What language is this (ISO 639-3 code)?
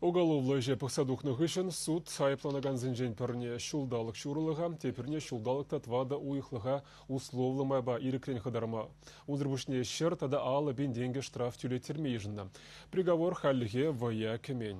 chv